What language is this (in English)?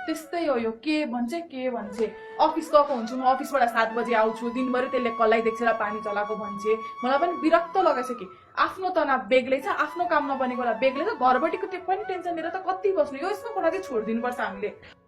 Nepali